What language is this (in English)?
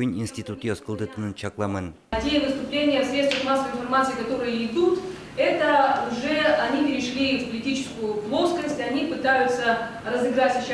Udmurt